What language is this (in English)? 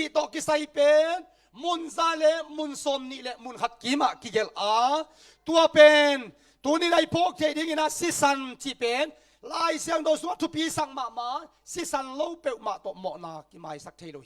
Tedim Chin